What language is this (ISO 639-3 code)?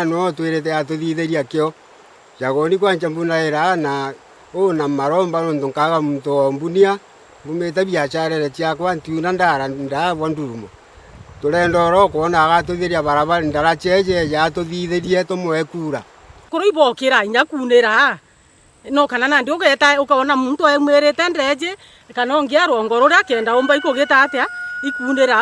mer